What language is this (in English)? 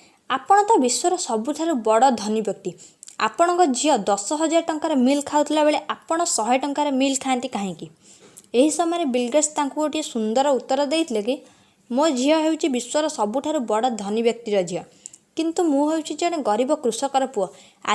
Odia